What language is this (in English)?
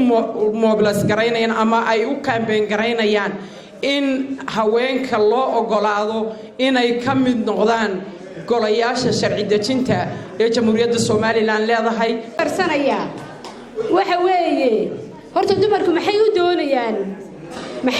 Somali